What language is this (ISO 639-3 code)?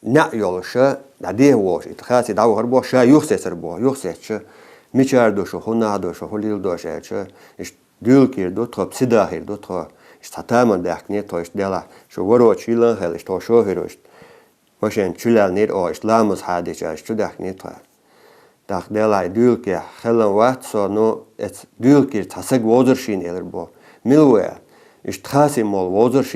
inh